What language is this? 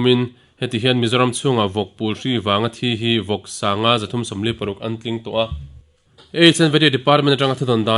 Mizo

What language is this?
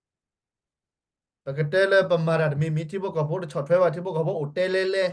S'gaw Karen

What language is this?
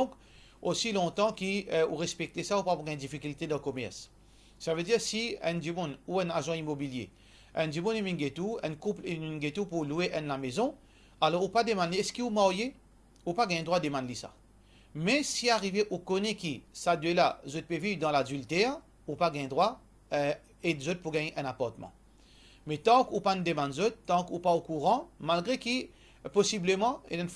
Morisyen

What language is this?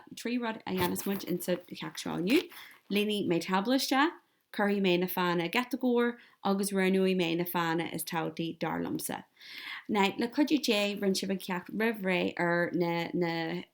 Irish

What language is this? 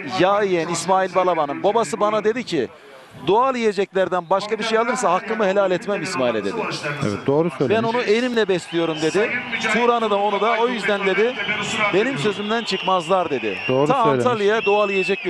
Turkish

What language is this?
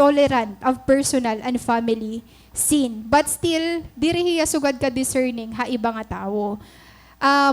Waray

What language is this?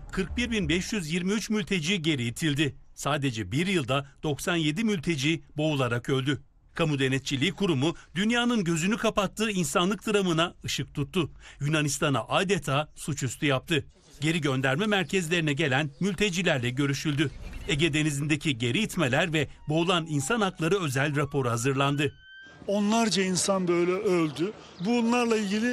Turkish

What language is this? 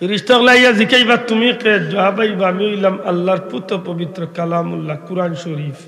Sylheti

